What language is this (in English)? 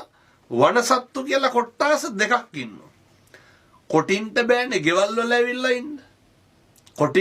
Sinhala